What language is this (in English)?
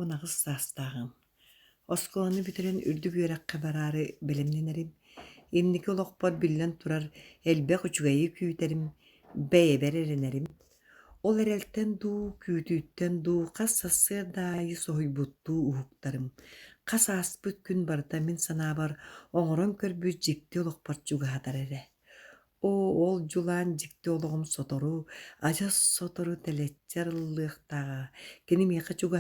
Yakut